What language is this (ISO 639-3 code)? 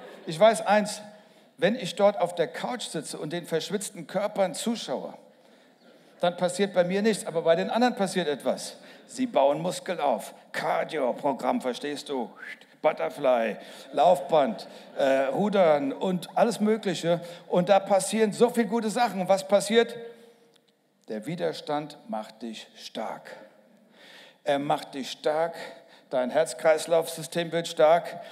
deu